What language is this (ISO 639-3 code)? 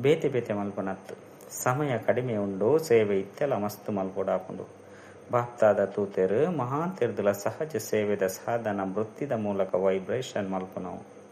tcy